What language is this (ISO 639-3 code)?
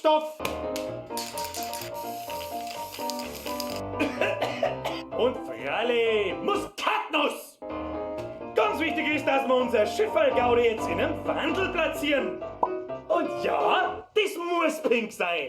bar